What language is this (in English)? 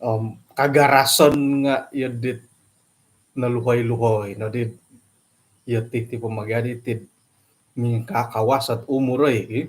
Central Dusun